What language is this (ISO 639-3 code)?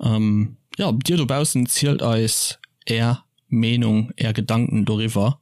ltz